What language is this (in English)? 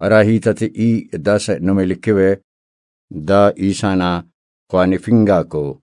Brahui